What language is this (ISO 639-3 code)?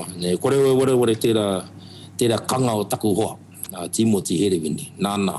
mri